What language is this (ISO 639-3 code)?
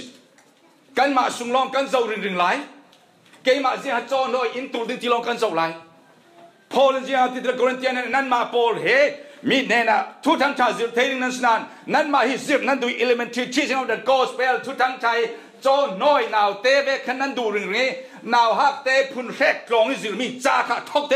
cfm